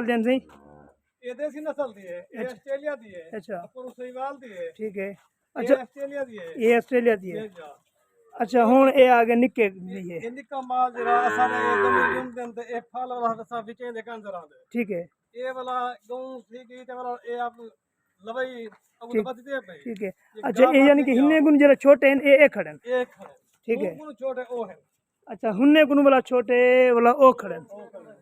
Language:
Saraiki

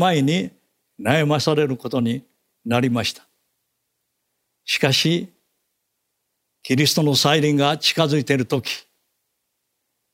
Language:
Japanese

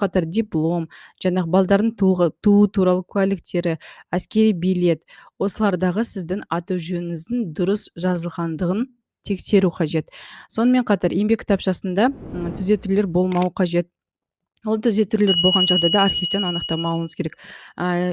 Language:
Kazakh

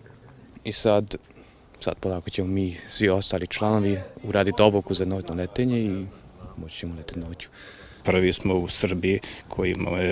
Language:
Serbian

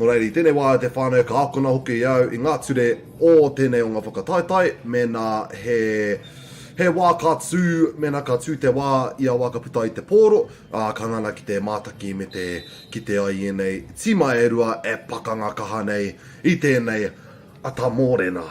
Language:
Māori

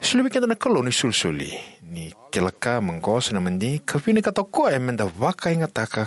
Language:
Fijian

